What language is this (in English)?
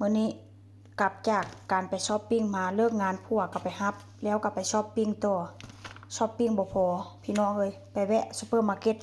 Northeastern Thai